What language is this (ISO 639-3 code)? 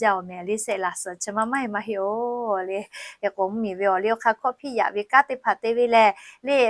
lhu